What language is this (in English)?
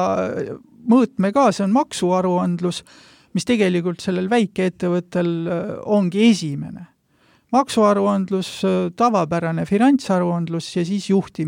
Estonian